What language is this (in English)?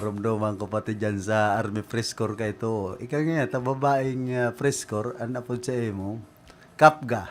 Bikol